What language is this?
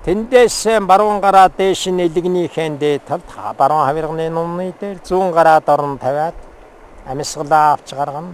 Mongolian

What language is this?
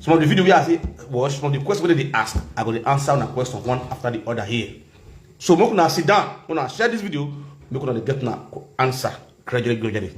Nigerian Pidgin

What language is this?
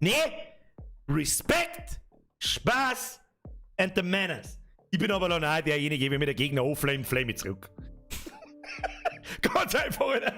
Bavarian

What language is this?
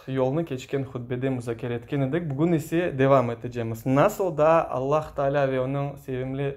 Crimean Tatar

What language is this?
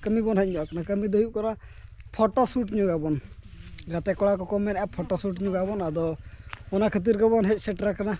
Santali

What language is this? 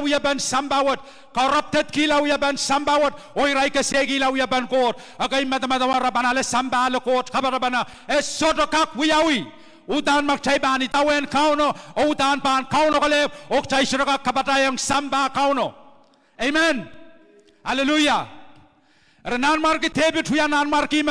Pohnpeian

